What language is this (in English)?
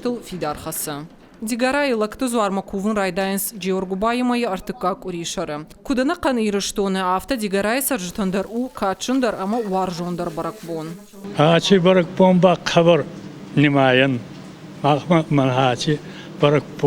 Ossetic